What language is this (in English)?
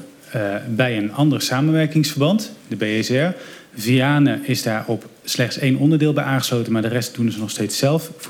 Dutch